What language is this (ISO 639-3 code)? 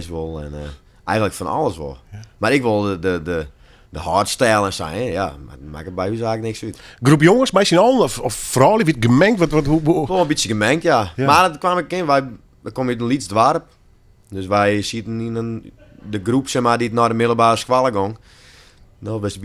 fry